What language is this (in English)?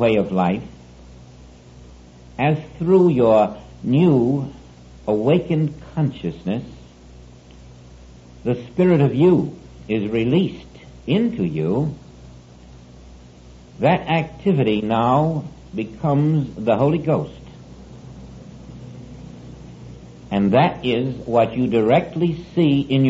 English